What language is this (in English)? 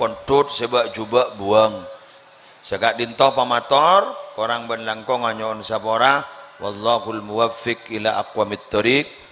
Madurese